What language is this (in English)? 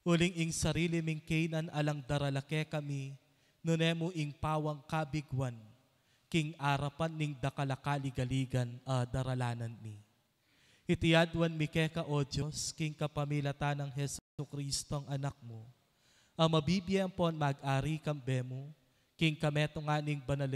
Pampanga